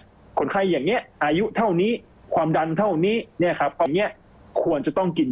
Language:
Thai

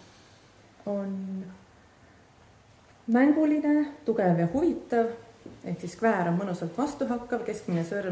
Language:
Estonian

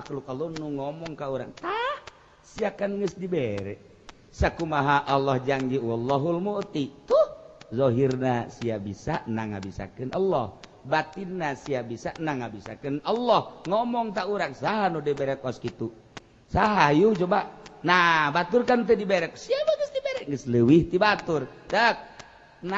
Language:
Sundanese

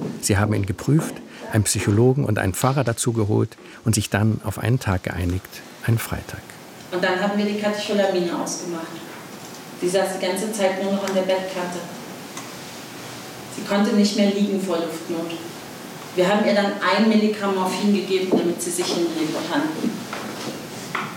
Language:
German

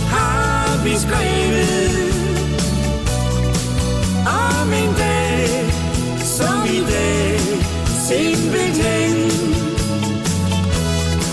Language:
Danish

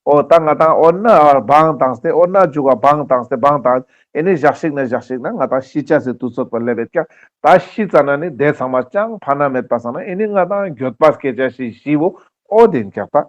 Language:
Ladakhi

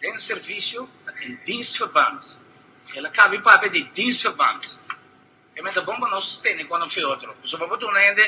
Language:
Papiamento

